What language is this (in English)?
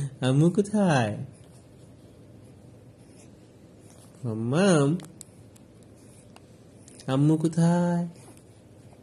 Bangla